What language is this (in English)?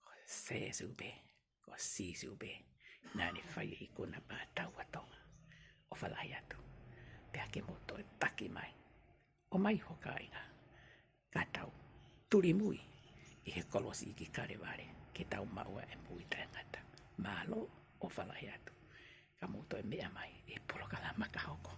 Tongan